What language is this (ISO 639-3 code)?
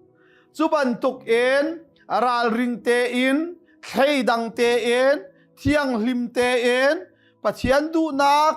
cnh